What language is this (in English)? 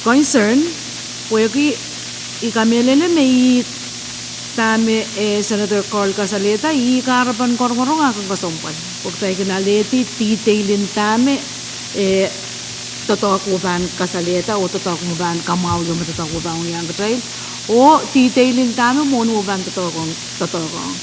Pohnpeian